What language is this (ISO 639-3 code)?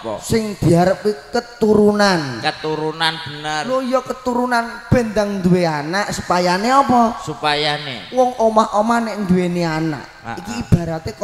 jav